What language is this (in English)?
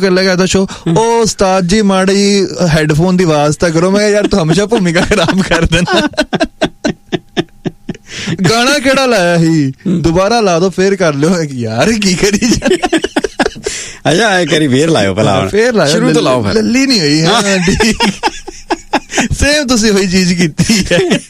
Punjabi